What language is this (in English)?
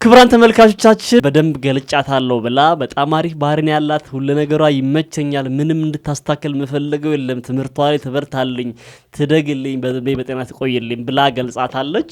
Amharic